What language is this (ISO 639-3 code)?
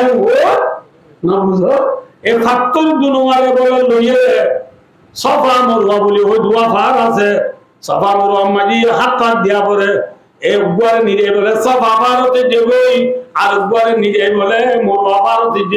rhg